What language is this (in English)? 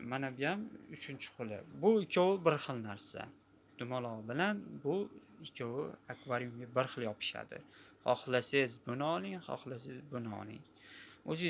Uzbek